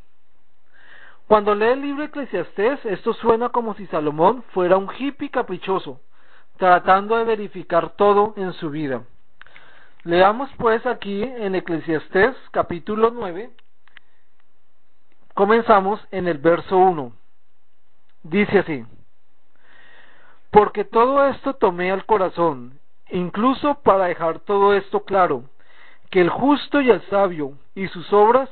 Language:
Spanish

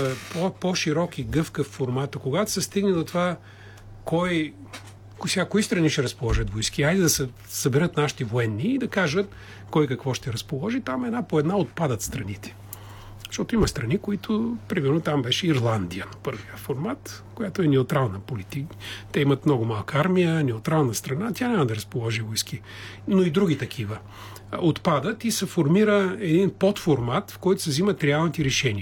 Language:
Bulgarian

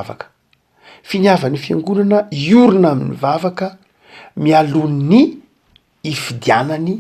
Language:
Malagasy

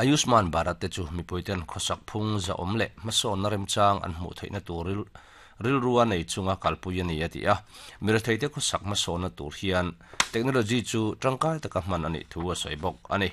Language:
Mizo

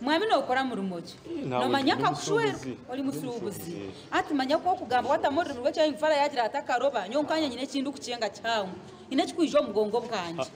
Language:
Nyankole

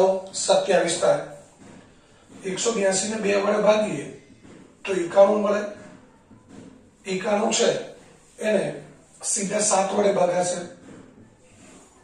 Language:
Gujarati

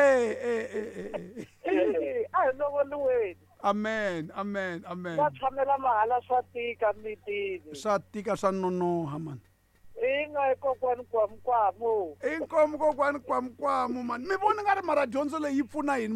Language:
Tsonga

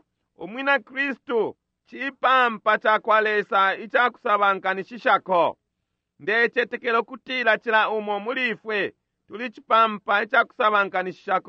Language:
Bemba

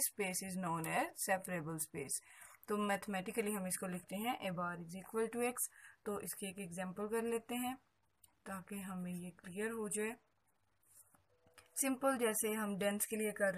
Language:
Hindi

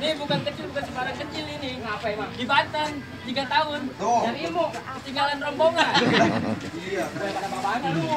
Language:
Betawi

